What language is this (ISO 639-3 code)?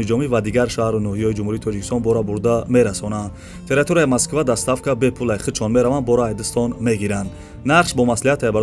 tgk